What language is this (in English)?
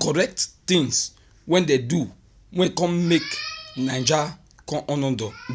Nigerian Pidgin